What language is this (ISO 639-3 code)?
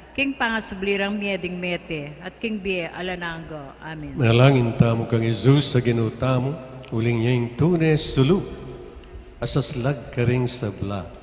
pam